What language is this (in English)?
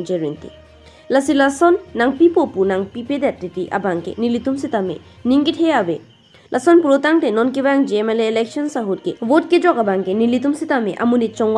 Karbi